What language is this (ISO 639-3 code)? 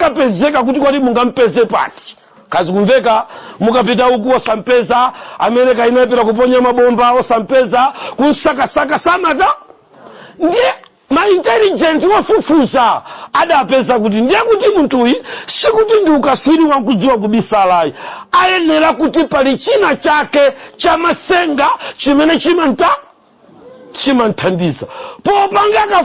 nya